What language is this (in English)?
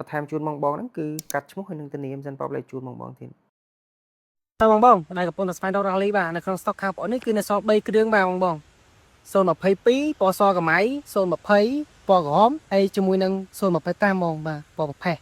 Khmer